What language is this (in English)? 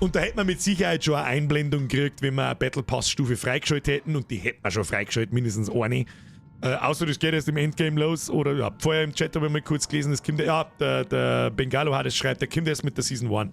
Bavarian